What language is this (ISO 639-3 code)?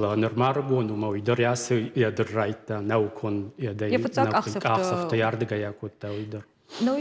oss